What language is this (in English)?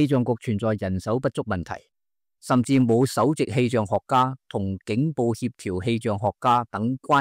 Cantonese